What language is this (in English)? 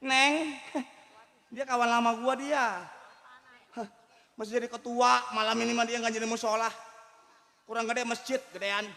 Betawi